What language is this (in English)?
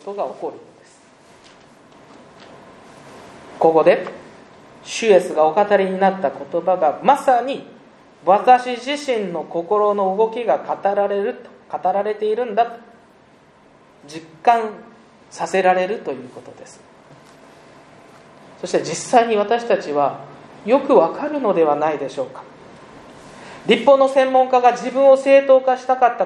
Japanese